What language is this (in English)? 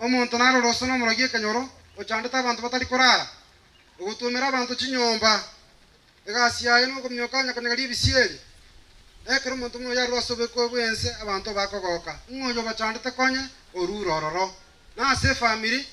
Gusii